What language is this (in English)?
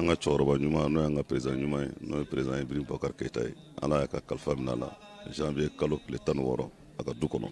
Bambara